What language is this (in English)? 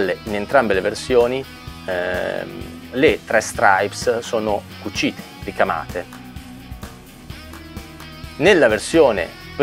Italian